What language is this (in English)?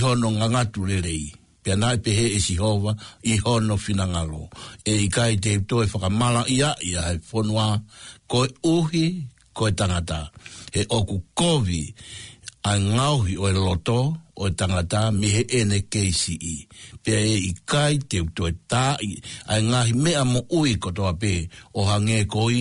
Tongan